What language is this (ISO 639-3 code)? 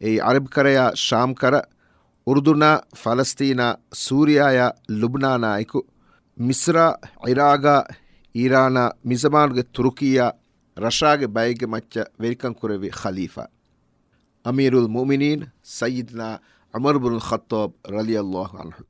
div